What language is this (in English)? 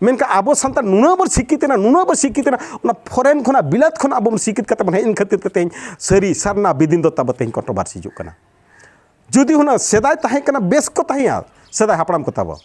Santali